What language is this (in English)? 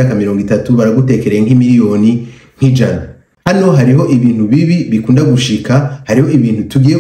Rundi